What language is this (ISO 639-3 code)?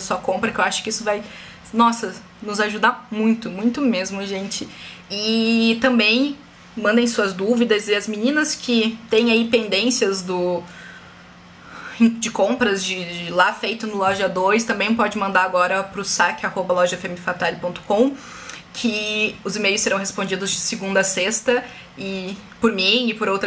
por